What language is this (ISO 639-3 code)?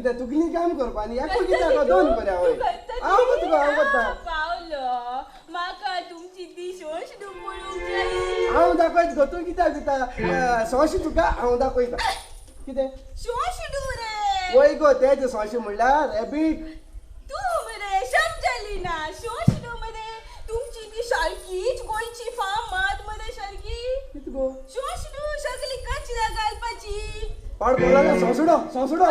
kok